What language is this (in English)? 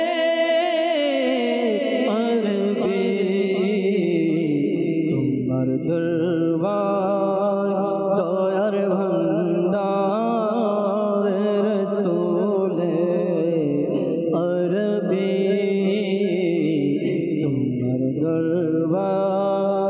Bangla